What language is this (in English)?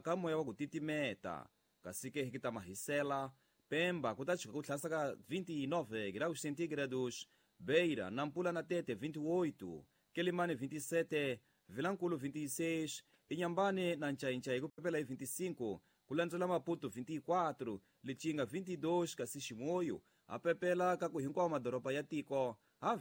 Tsonga